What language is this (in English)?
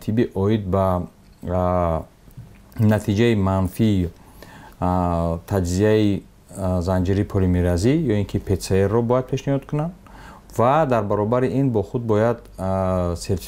Tajik